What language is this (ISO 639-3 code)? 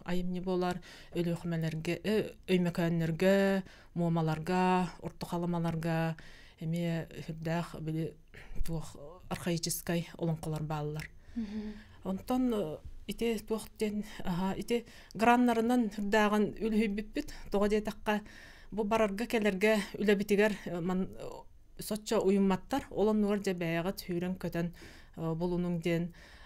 sah